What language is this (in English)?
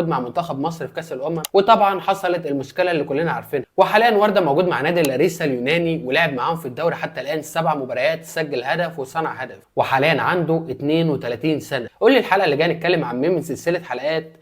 Egyptian Arabic